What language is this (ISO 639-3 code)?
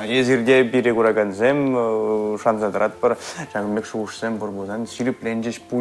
chv